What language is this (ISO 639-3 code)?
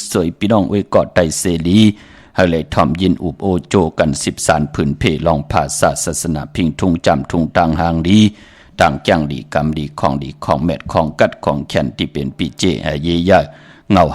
shn